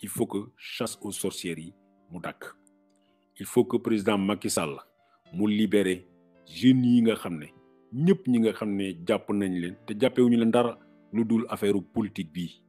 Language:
Wolof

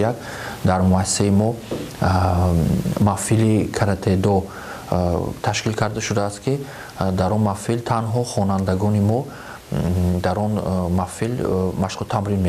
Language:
Tajik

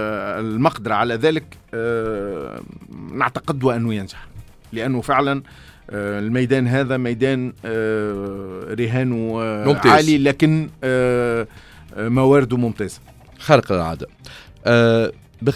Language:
Tunisian Arabic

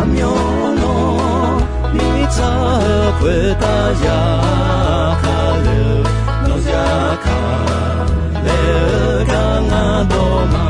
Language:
Akha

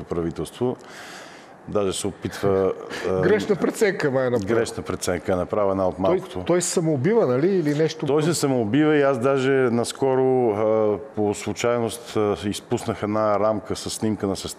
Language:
Bulgarian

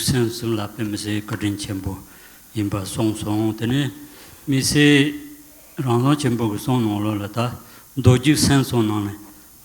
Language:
Tibetan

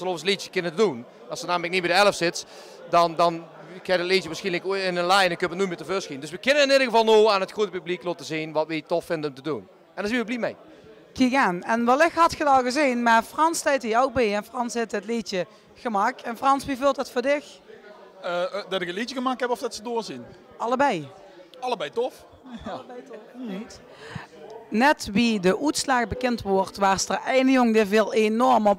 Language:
Limburgish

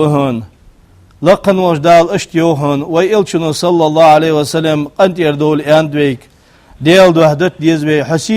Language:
Ingush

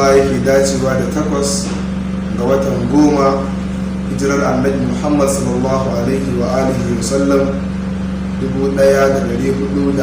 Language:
Hausa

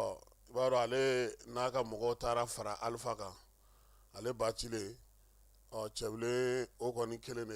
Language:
Bambara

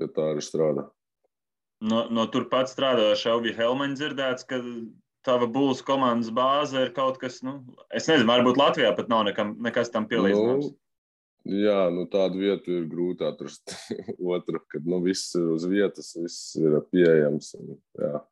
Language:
Latvian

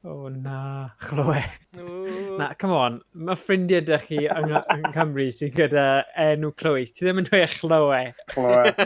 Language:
Welsh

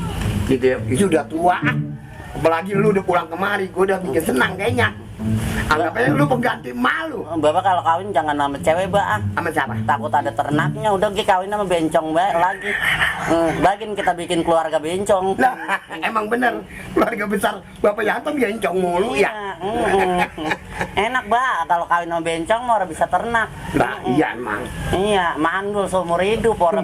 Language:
Betawi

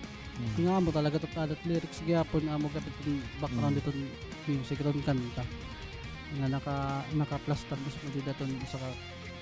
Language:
Waray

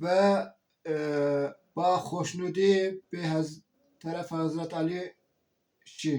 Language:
Zaza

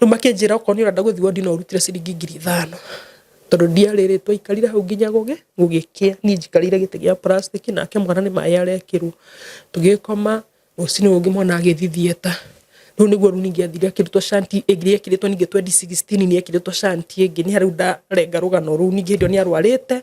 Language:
Kikuyu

